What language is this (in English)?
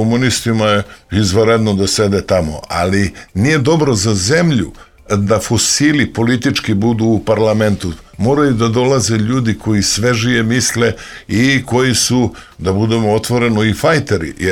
Serbian